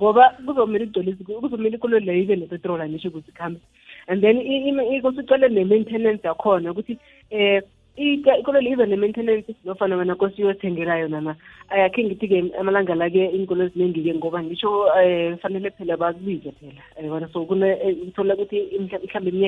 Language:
South Ndebele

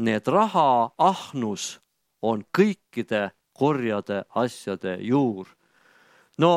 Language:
Estonian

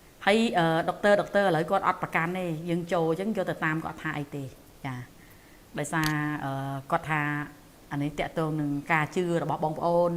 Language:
Khmer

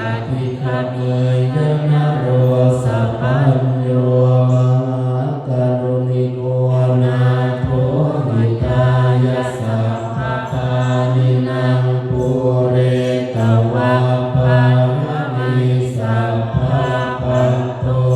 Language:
Pali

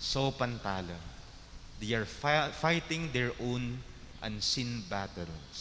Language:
Pampanga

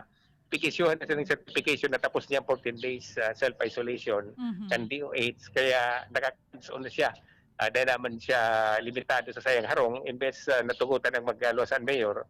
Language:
Bikol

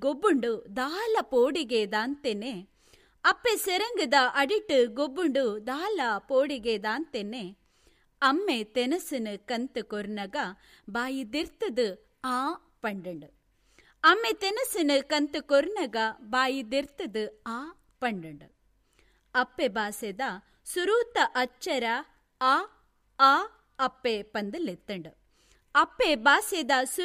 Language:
Tulu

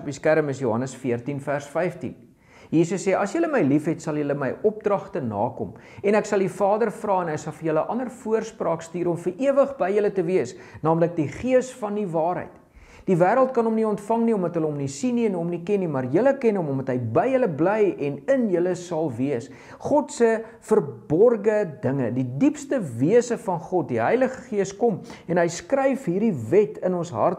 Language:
Afrikaans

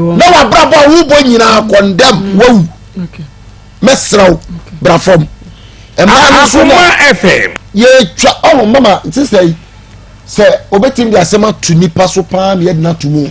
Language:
Akan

